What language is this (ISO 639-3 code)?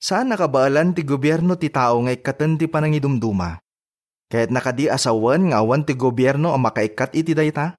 ilo